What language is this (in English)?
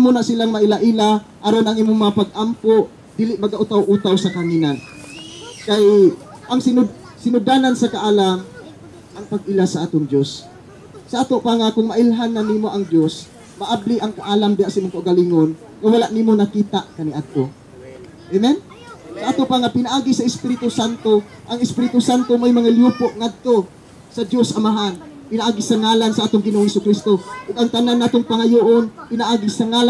Cebuano